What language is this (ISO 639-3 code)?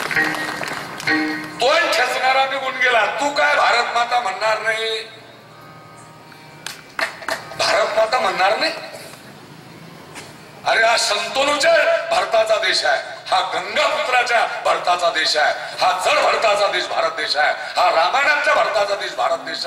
mar